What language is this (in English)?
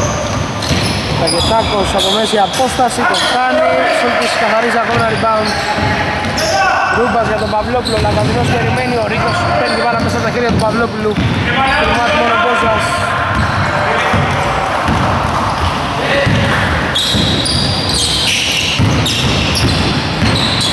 Greek